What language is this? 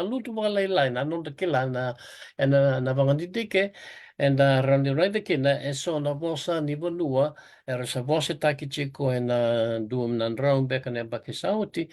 Fijian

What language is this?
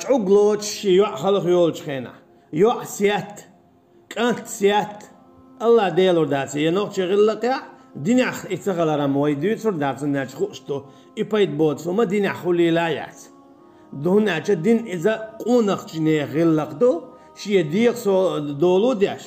Chechen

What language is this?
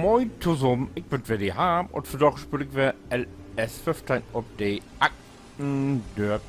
Low German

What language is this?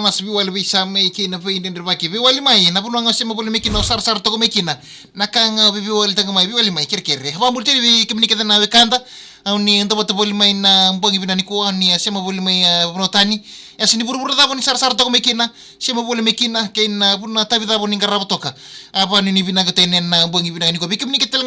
Fijian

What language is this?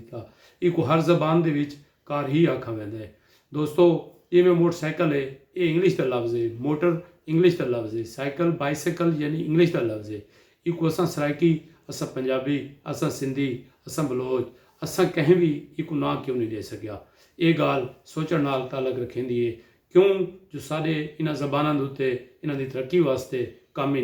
Saraiki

